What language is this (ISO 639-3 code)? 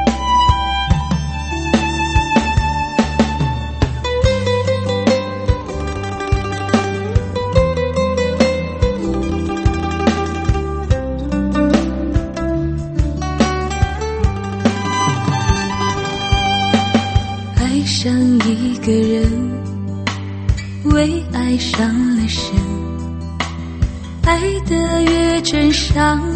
zho